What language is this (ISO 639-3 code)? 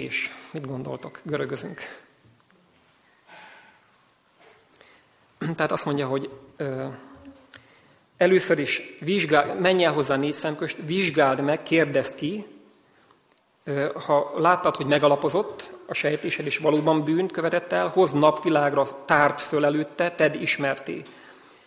hun